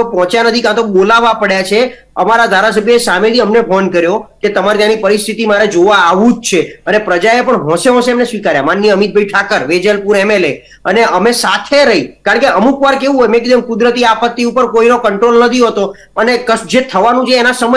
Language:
Gujarati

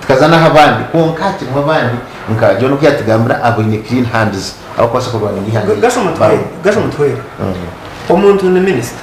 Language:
Nyankole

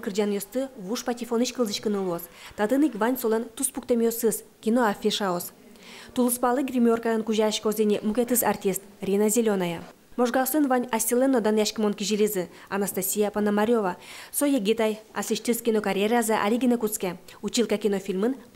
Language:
Udmurt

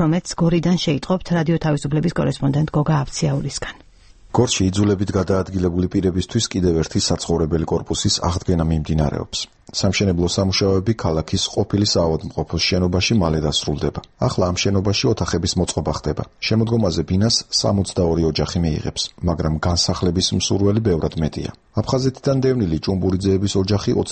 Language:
Georgian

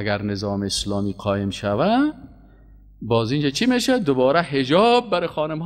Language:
Persian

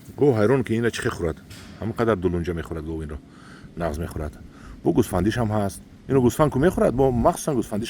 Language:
Tajik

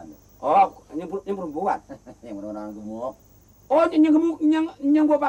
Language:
Betawi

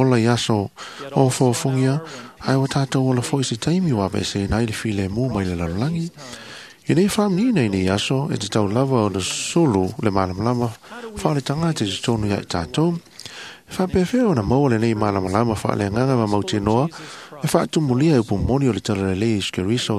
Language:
Samoan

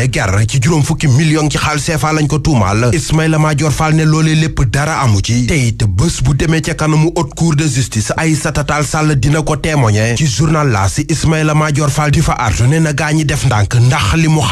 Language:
Wolof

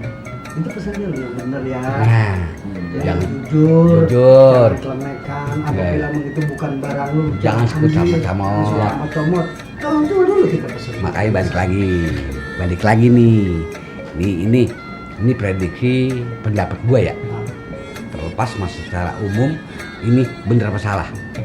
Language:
Betawi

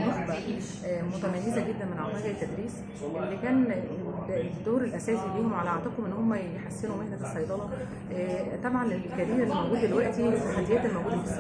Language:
Egyptian Arabic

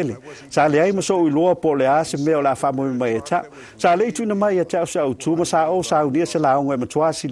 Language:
Samoan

